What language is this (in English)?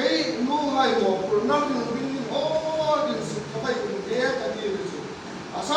Hmar